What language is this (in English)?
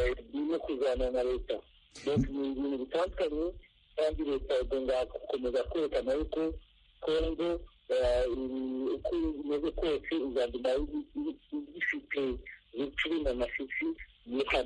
Kinyarwanda